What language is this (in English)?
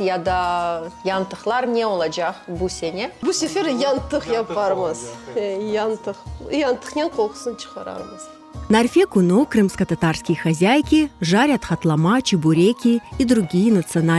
Crimean Tatar